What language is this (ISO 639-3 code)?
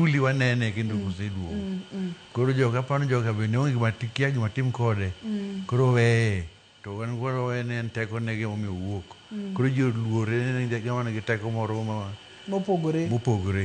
luo